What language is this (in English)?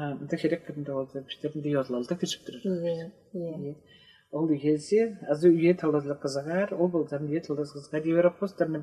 Tuvinian